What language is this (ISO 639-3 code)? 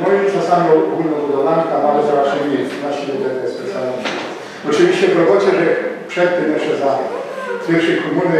szl